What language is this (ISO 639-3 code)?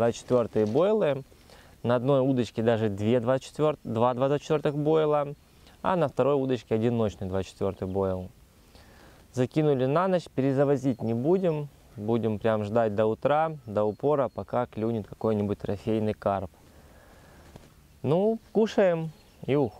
rus